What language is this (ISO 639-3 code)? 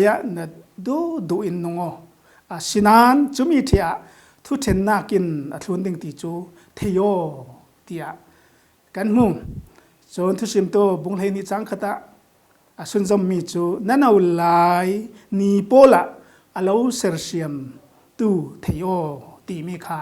cfm